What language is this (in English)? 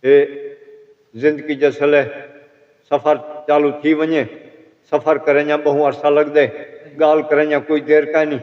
Saraiki